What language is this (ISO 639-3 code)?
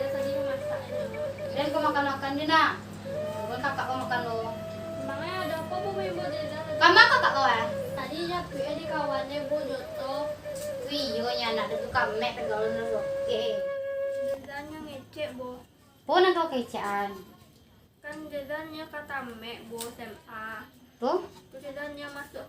min